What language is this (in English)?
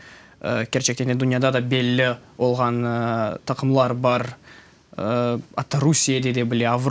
Crimean Tatar